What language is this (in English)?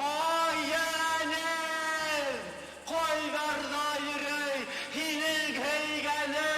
Bashkir